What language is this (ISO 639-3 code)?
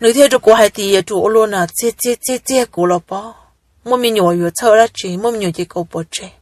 hmn